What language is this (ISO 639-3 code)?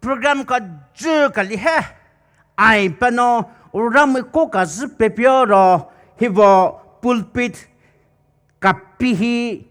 pmx